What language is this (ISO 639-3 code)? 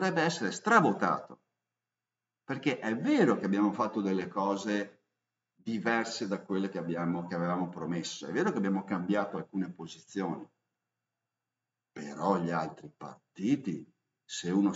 ita